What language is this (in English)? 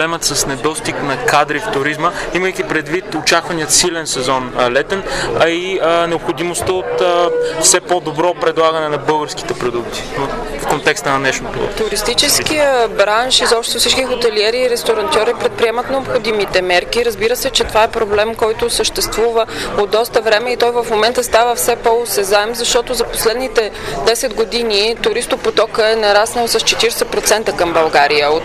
Bulgarian